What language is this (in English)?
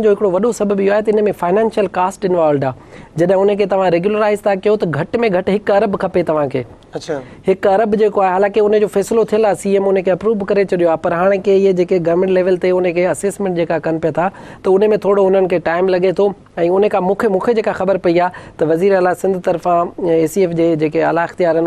Sindhi